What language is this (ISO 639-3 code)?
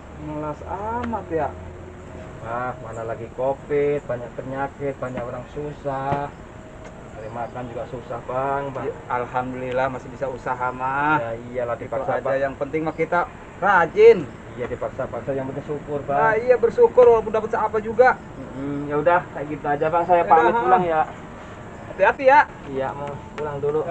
bew